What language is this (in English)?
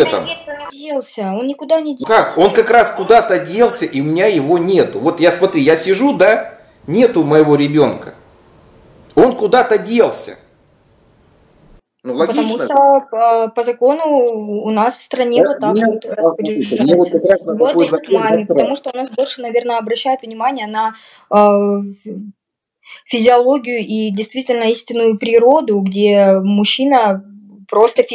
Russian